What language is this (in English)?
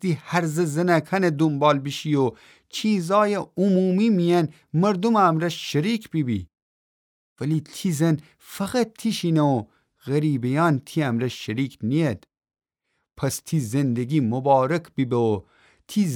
Gilaki